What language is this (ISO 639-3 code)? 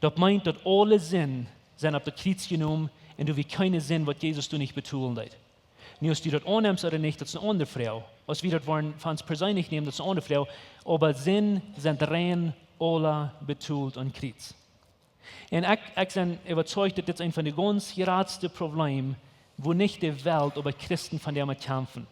pdt